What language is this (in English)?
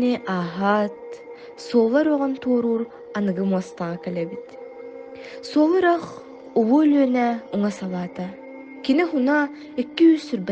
Yakut